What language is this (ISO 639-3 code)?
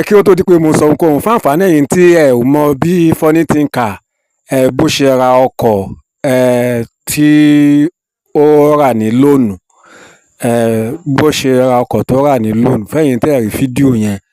yor